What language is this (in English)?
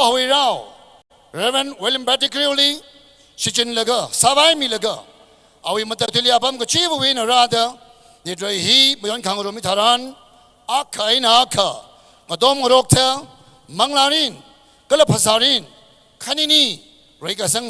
Tangkhul Naga (India)